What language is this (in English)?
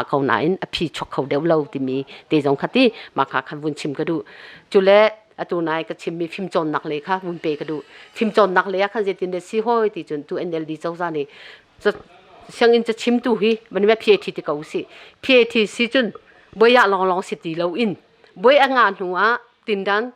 Hakha Chin